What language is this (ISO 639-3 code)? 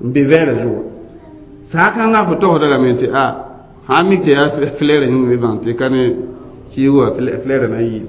mos